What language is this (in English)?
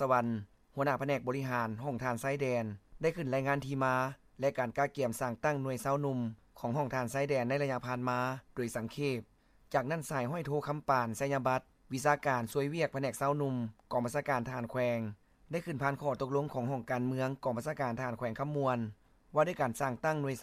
Lao